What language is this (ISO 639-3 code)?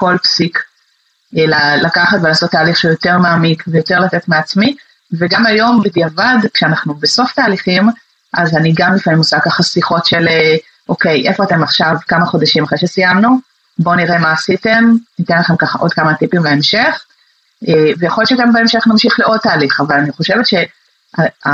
heb